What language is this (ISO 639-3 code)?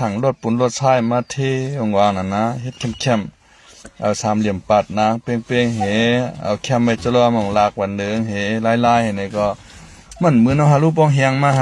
shn